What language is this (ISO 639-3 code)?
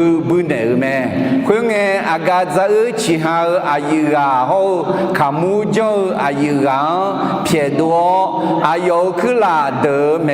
ahk